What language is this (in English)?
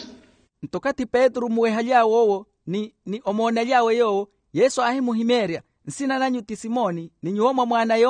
Makhuwa